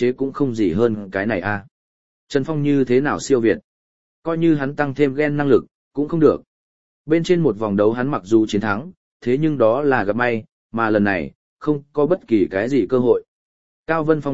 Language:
Vietnamese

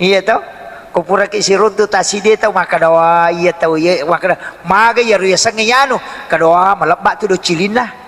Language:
Buginese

